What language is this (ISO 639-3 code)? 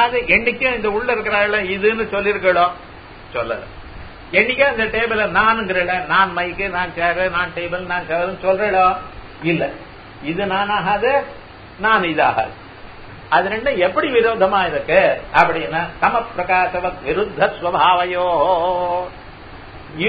tam